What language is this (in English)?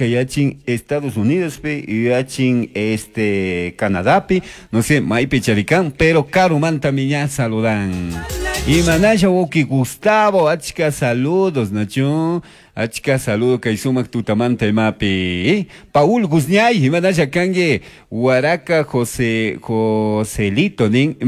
Chimborazo Highland Quichua